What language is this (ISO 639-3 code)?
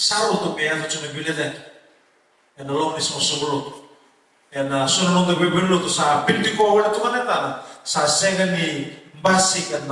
fij